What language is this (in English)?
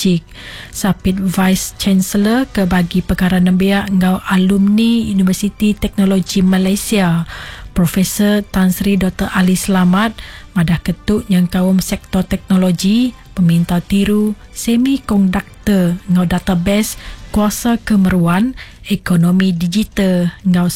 Iban